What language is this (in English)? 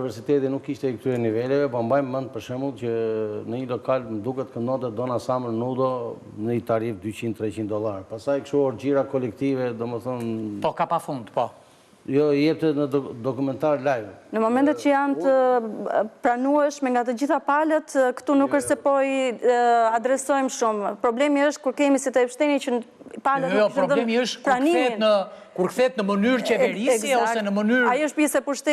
Albanian